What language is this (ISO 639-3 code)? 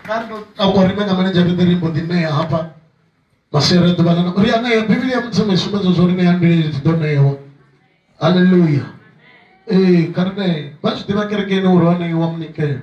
ven